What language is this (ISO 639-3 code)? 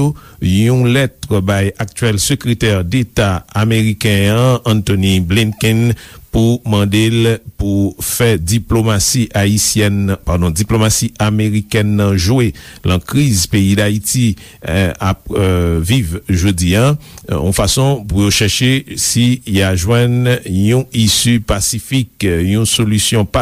hat